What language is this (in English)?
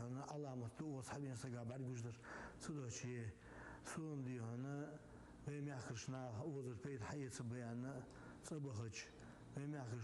Ingush